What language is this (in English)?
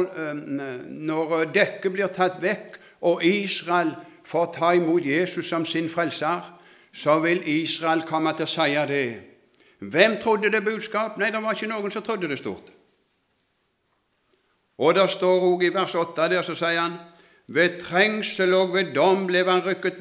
Norwegian